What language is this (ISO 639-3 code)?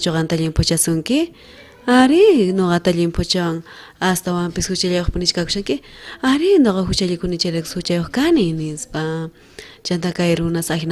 quh